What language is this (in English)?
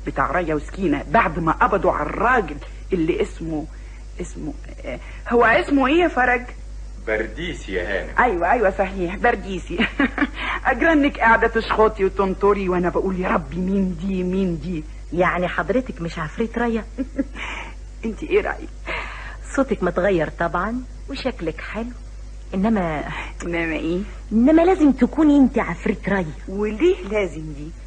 Egyptian Arabic